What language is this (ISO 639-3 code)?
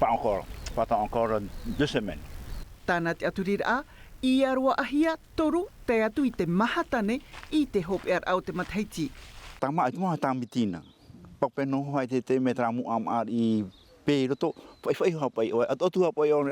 tah